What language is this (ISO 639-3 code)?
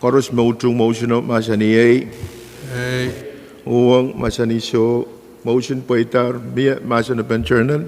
pon